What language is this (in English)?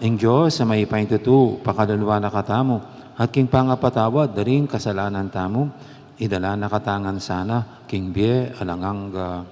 Pampanga